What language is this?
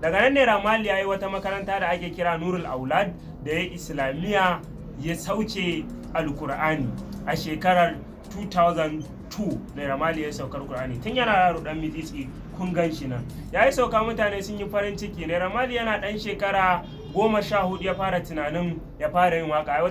Hausa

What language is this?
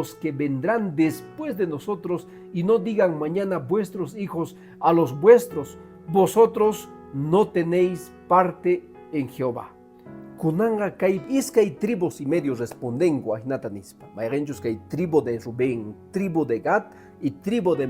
Quechua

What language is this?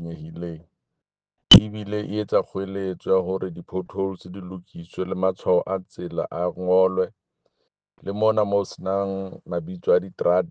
Southern Sotho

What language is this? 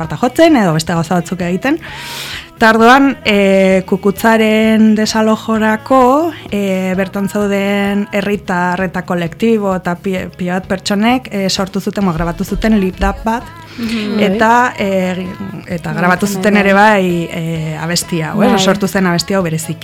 Basque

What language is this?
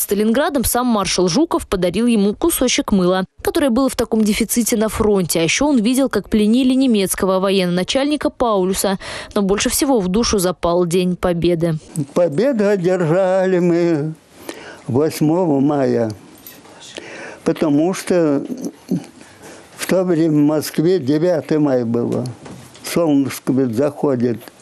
Russian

